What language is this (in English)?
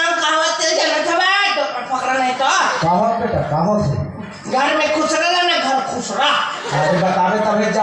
Chhattisgarhi